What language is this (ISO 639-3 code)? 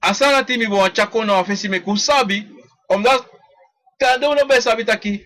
srn